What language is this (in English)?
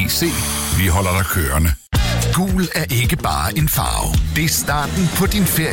Danish